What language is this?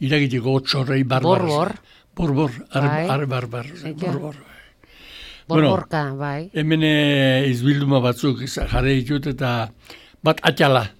Basque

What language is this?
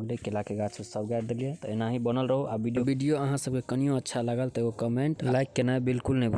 Maithili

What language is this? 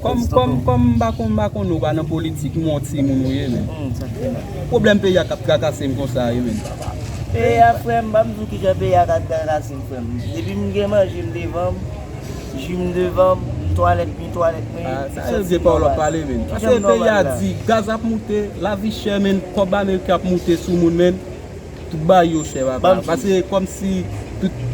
Haitian Creole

